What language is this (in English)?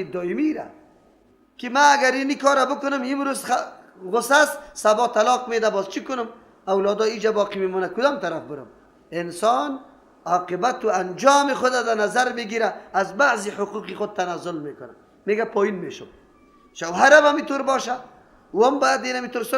Persian